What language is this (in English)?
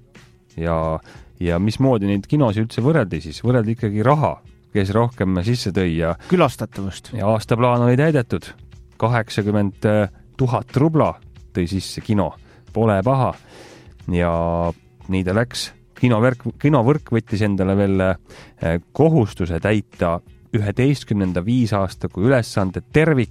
Estonian